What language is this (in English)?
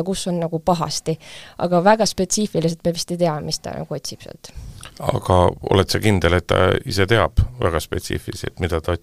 Estonian